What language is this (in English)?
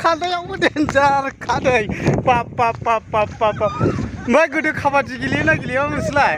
Bodo